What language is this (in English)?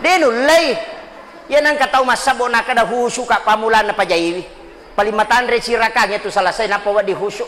Buginese